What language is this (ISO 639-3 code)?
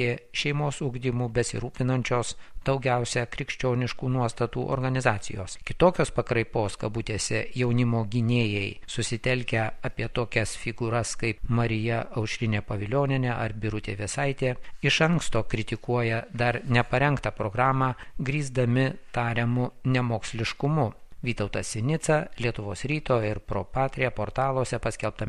lit